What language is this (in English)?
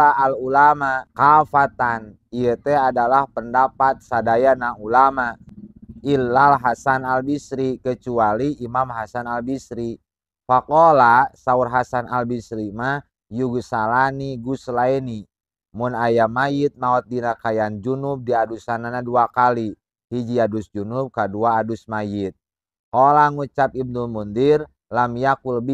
Sundanese